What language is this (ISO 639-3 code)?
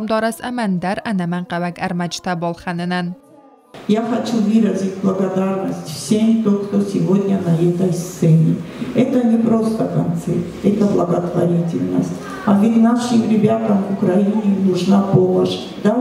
oss